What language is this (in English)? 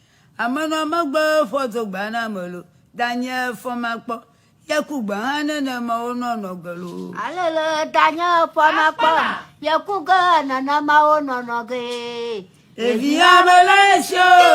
Ewe